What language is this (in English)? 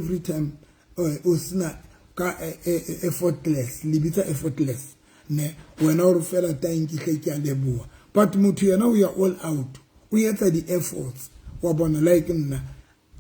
Southern Sotho